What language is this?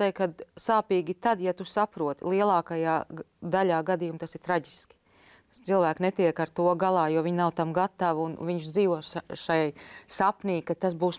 Latvian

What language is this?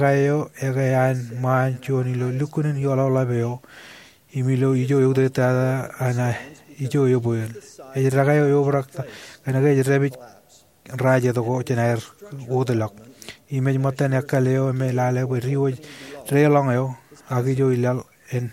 Marshallese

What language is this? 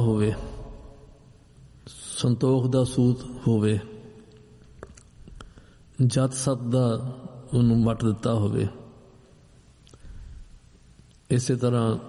Punjabi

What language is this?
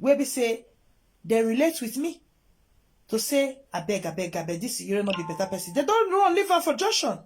Nigerian Pidgin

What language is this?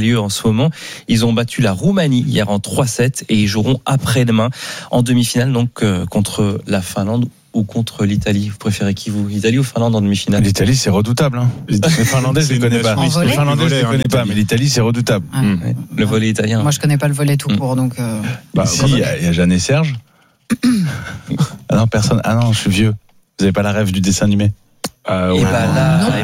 French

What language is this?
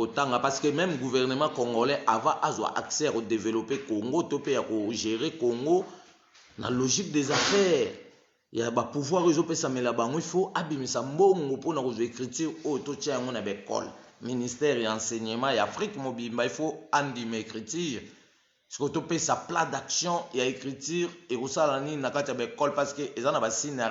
Lingala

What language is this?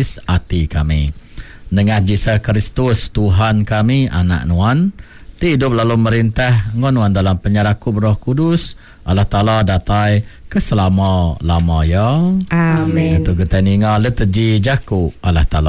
Iban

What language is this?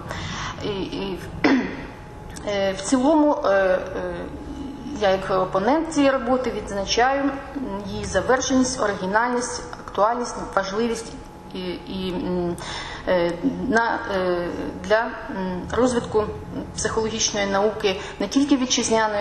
Ukrainian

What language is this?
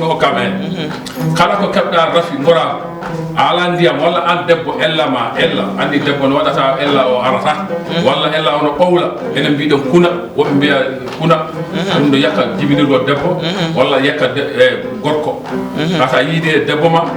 Fula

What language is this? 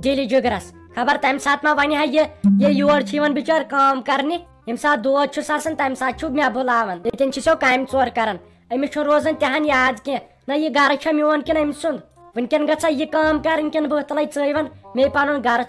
Kashmiri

